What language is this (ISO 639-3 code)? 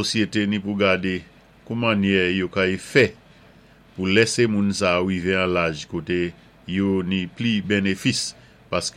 acf